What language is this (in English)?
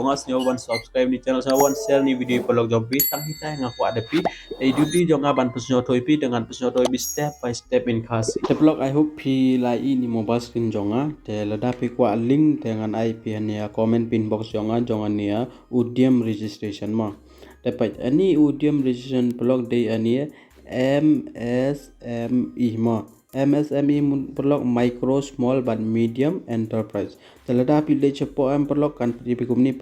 Khasi